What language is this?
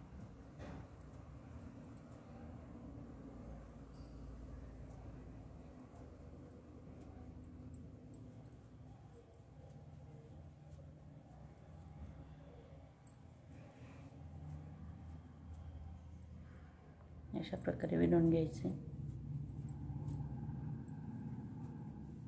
Marathi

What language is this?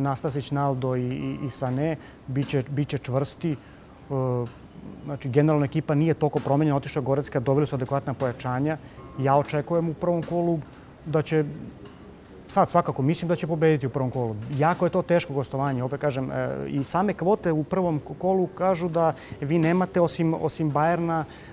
Serbian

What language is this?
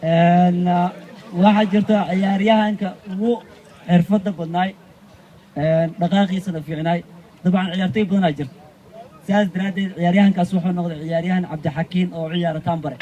Somali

